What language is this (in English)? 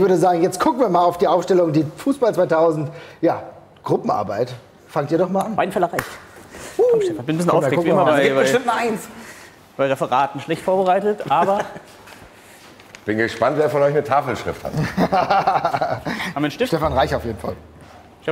German